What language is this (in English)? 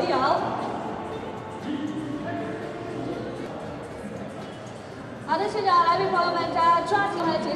Chinese